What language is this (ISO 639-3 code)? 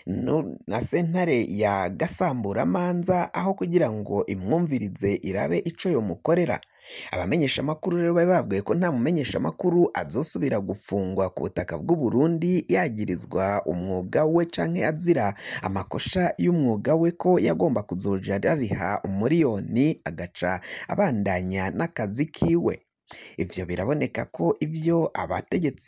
run